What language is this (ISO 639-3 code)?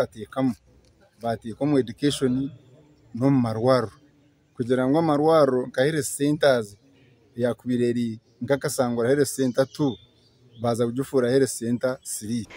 nyn